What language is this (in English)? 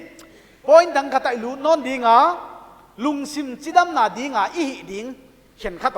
Paite Chin